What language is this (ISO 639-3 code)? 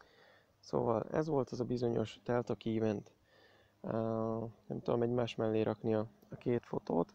hun